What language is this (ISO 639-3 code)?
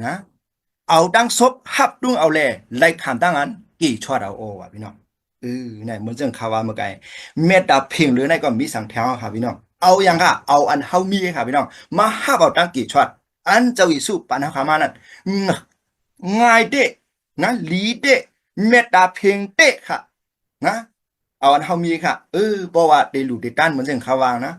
shn